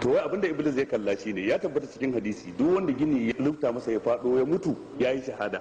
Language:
Hausa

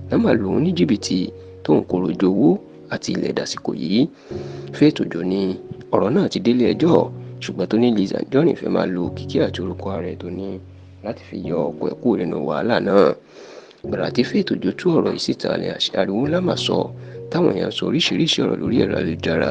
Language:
Yoruba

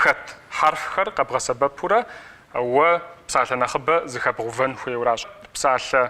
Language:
Kabardian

